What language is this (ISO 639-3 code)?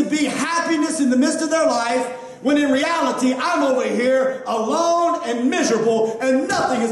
eng